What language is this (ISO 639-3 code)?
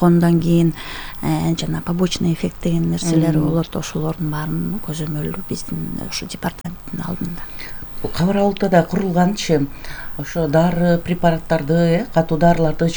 kir